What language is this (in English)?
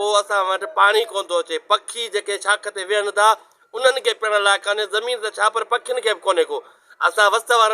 Sindhi